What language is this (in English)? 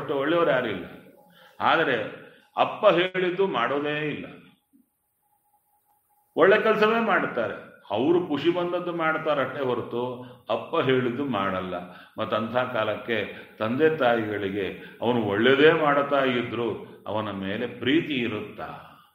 Kannada